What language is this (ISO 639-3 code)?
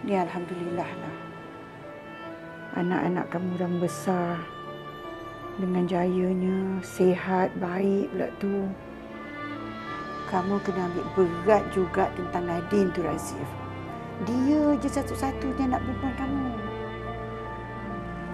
msa